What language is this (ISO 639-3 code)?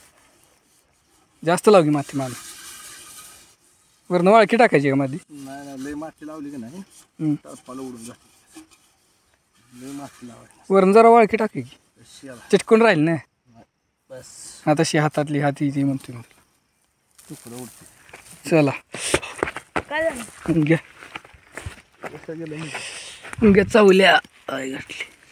mar